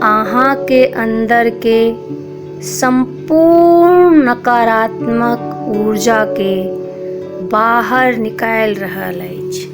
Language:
Maithili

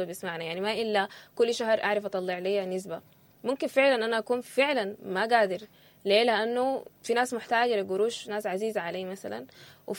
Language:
Sudanese Arabic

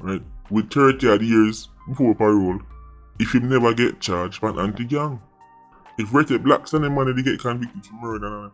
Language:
Jamaican Creole English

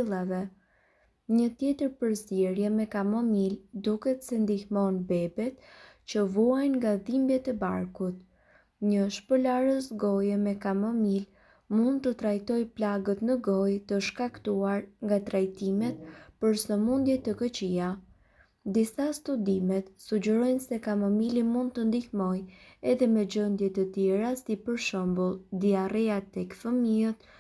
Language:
Albanian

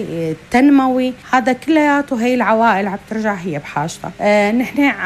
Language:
North Levantine Arabic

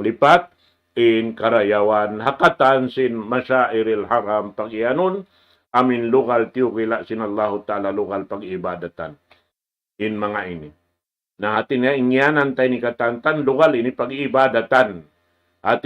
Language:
Tausug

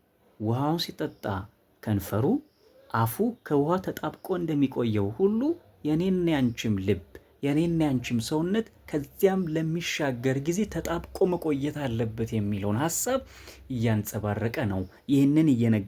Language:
Amharic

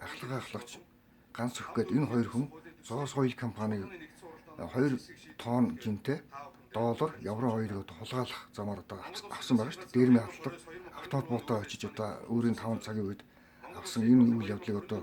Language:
Mongolian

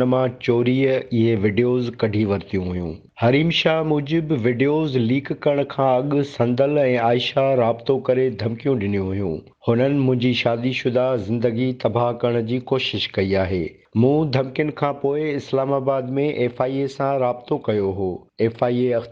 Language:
Sindhi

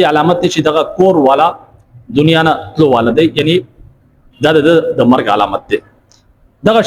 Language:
Pashto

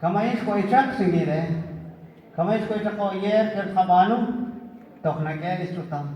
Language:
Kekchí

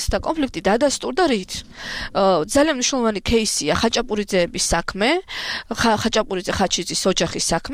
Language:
Georgian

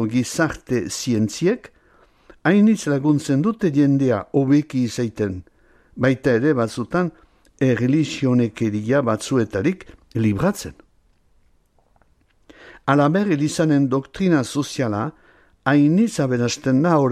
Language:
Basque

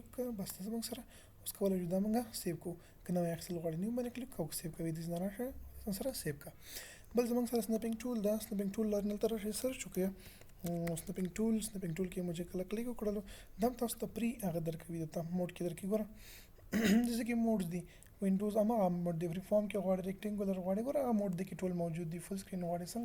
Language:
Pashto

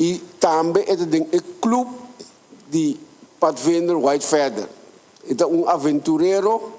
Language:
Papiamento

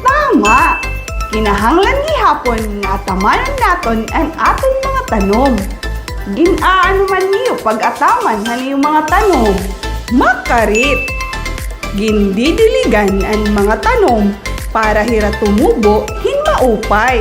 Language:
Waray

